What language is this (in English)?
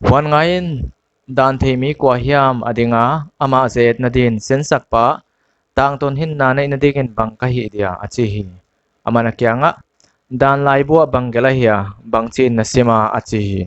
Paite Chin